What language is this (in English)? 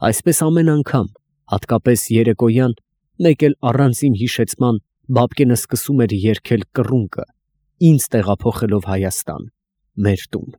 Armenian